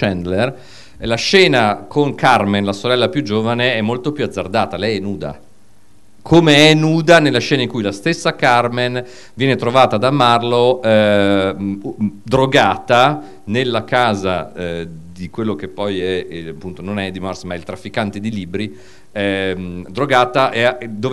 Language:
Italian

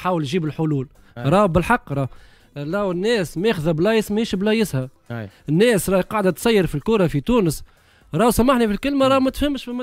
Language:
Tunisian Arabic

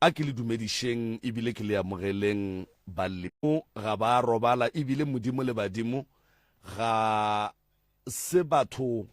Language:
Northern Sotho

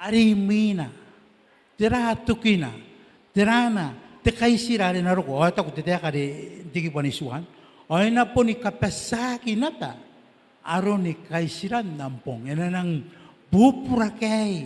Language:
Gilbertese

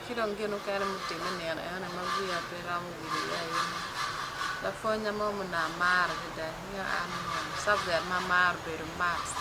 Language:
Acoli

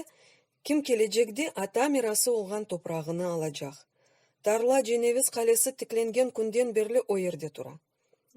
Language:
Crimean Tatar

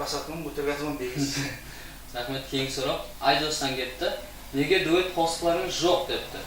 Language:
Kara-Kalpak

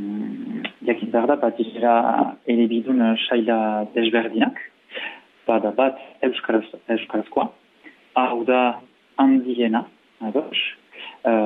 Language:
Basque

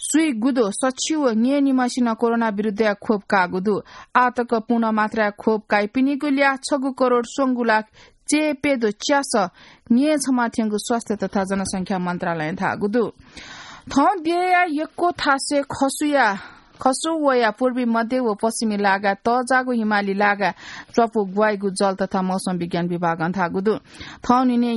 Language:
Newari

